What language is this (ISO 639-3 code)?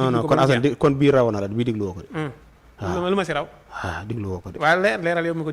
wol